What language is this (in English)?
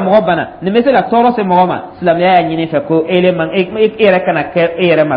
Dyula